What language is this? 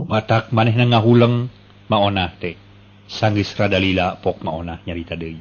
Sundanese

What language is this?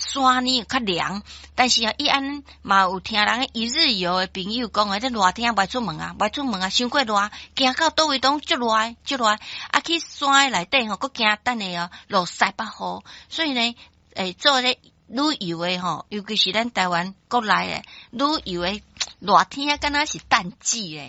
Min Nan Chinese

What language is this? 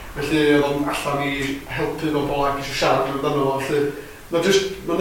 Welsh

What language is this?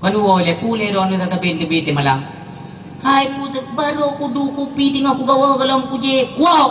Achinese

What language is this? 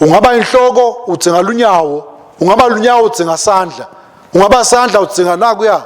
Swati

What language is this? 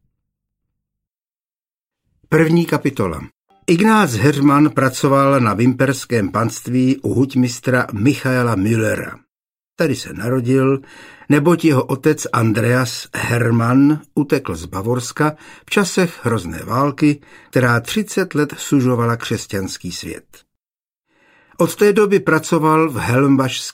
Czech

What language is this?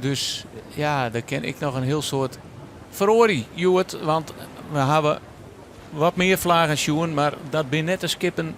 Western Frisian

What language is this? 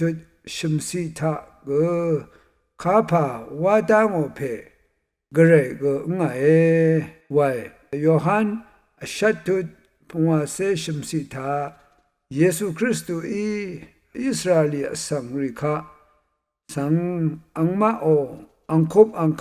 Rawang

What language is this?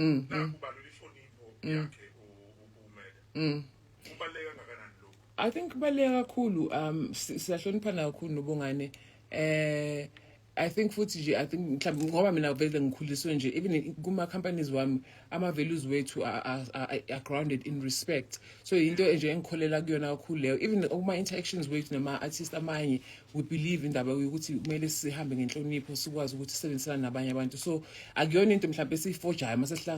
Zulu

